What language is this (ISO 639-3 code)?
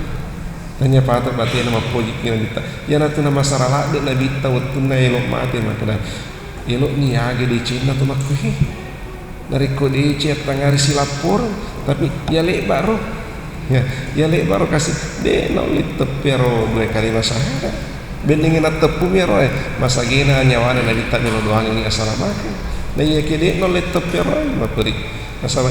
bug